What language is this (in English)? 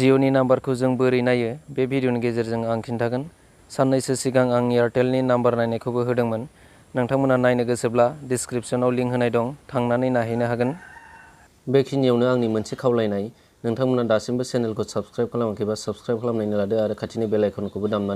Bodo